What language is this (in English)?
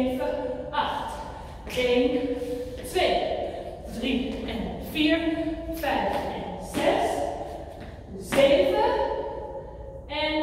Dutch